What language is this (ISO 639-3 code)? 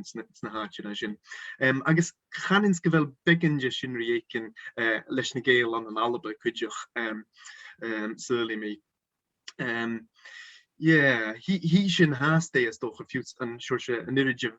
gla